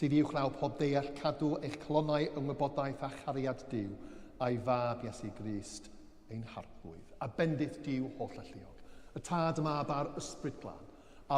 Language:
Welsh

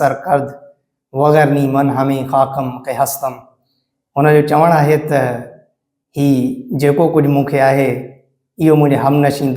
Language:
Sindhi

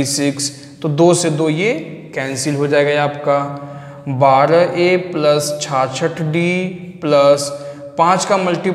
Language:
Hindi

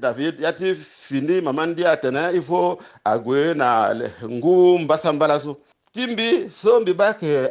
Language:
Sango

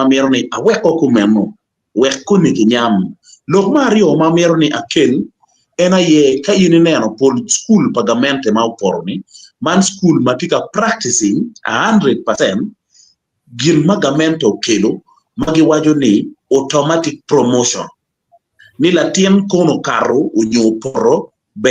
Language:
Acoli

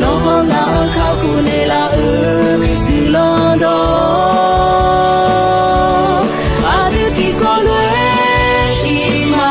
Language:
Akha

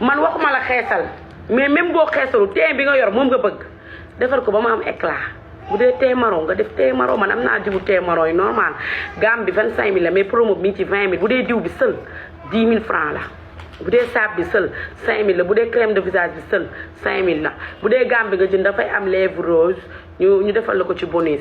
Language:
Wolof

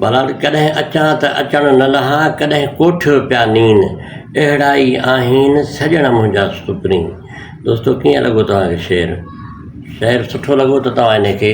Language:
Sindhi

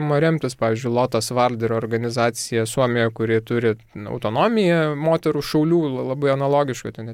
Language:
Lithuanian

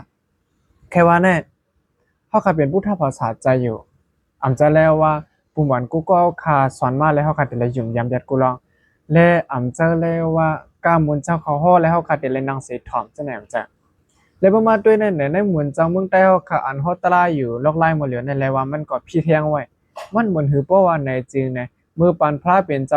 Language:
Shan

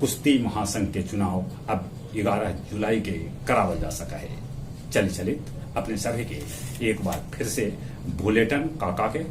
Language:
Magahi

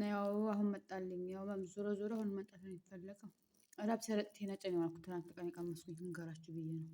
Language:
Amharic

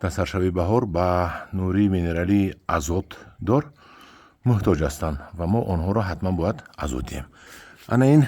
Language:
Tajik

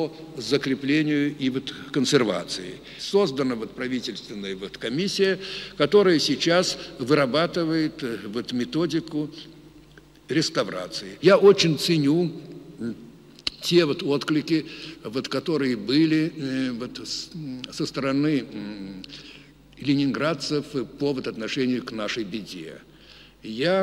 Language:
Russian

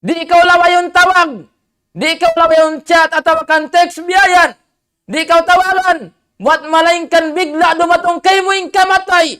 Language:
Tausug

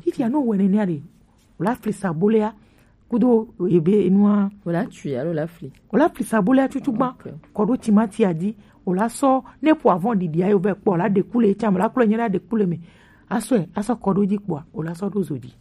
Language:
Gen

